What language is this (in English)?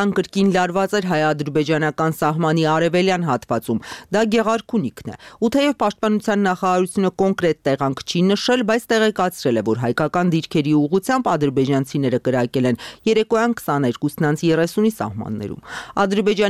Armenian